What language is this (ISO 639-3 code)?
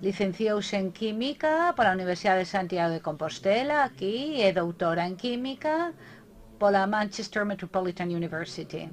glg